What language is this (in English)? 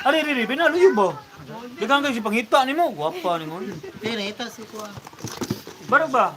Cebuano